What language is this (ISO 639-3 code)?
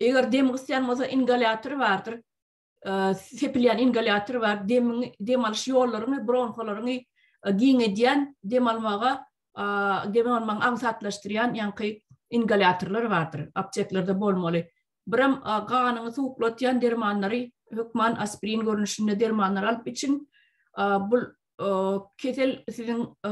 tuk